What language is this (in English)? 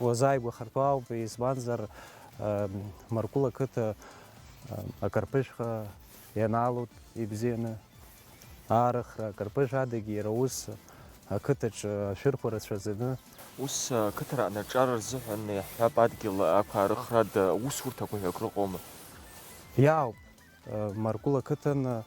Abkhazian